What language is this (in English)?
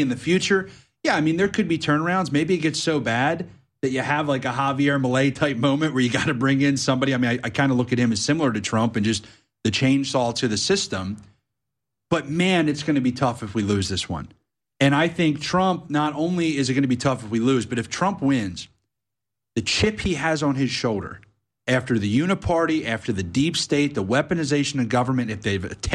English